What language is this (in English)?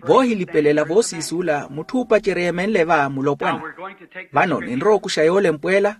Makhuwa